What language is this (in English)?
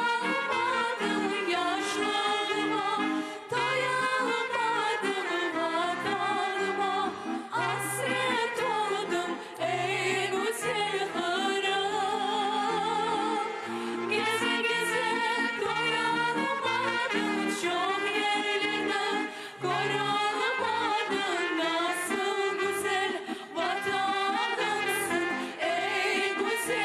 Crimean Tatar